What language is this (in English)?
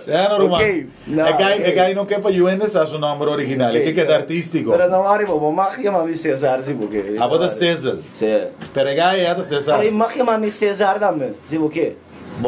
Papiamento